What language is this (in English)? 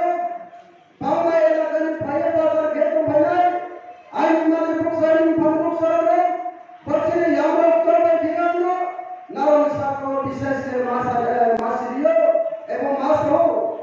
Riang (India)